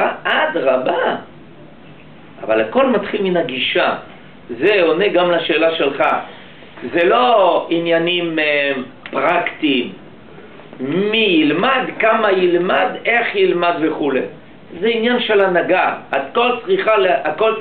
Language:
Hebrew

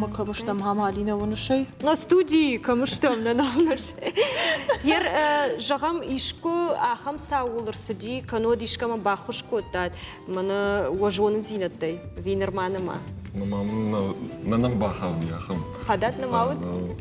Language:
Ossetic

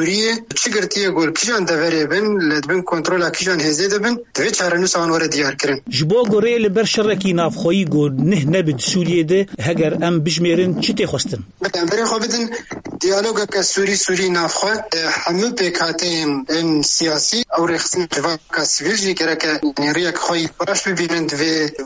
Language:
Kurdish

